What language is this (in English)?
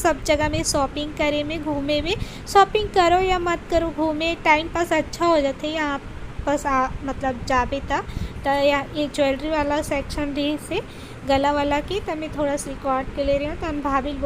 Chhattisgarhi